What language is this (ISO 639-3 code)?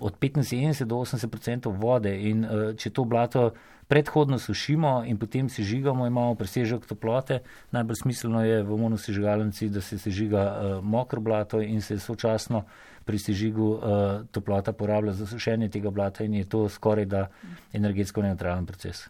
slv